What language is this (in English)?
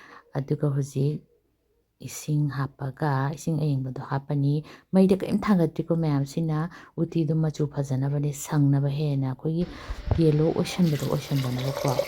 Manipuri